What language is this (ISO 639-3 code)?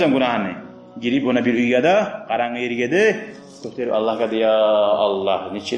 kum